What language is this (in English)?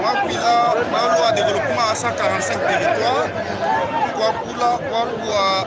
Luba-Lulua